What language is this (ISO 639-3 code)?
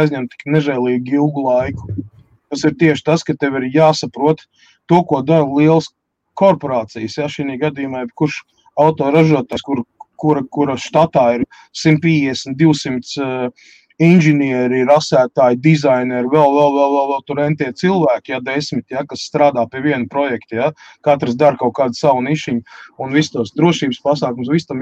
lav